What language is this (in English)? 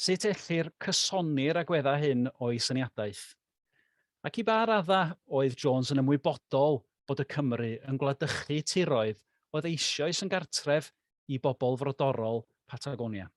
Welsh